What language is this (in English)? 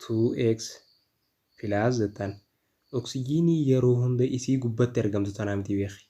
Oromo